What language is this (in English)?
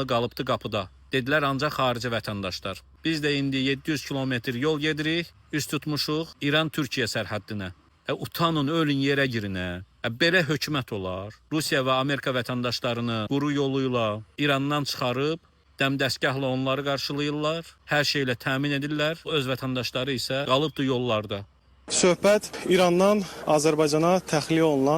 Azerbaijani